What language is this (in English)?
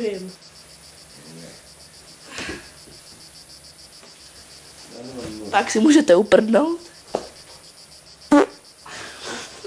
Czech